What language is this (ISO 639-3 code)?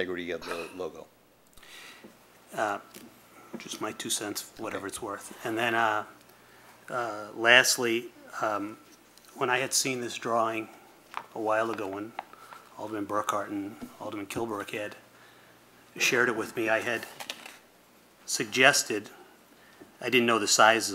eng